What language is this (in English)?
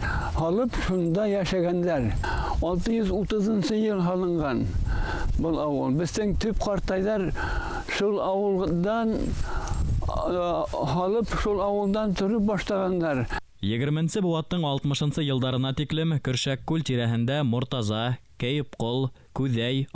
Bashkir